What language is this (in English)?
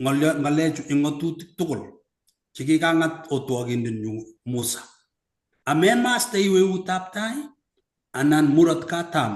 Kalenjin